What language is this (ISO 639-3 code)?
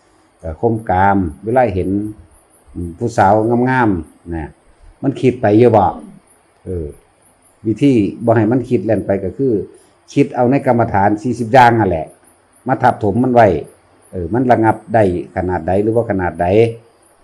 tts